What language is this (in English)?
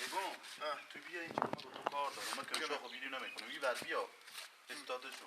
Persian